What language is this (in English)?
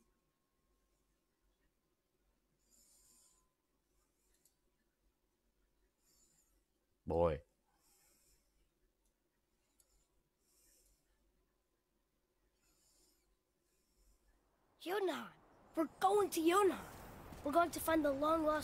English